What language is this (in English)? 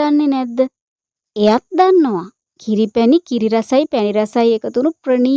Sinhala